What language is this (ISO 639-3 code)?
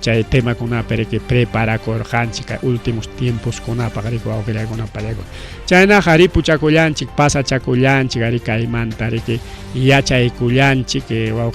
quy